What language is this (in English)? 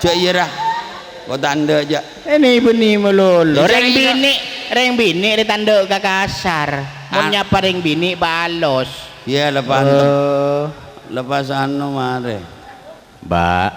Madurese